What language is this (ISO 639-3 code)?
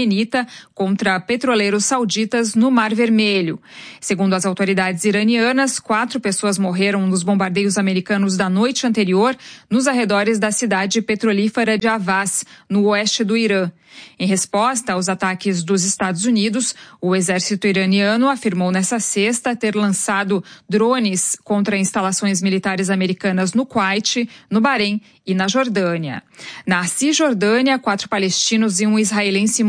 por